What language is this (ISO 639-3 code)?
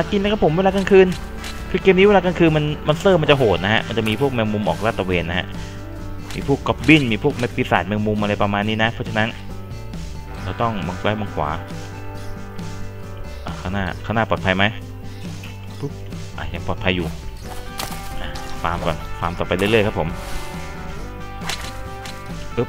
tha